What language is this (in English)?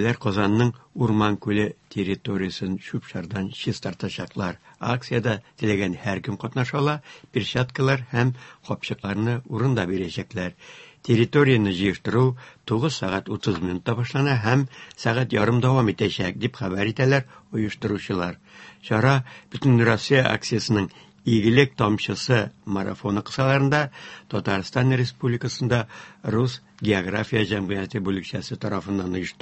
Tatar